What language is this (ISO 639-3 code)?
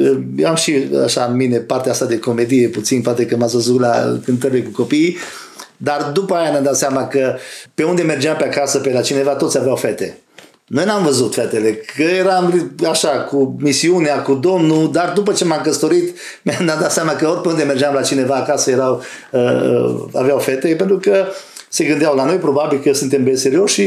ron